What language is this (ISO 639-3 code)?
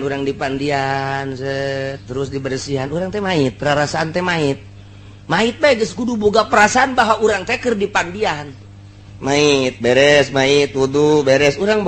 sun